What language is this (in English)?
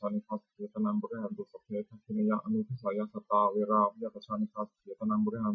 Pali